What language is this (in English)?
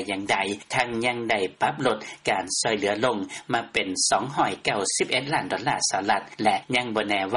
Lao